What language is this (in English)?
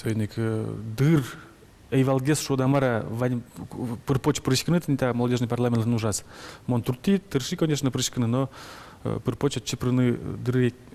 Udmurt